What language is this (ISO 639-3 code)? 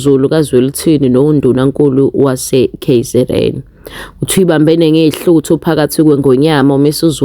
zul